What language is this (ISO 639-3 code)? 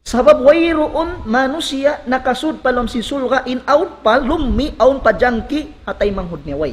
tsg